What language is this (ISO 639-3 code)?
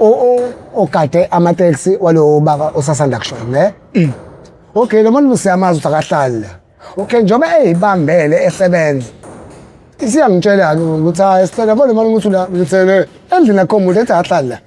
zul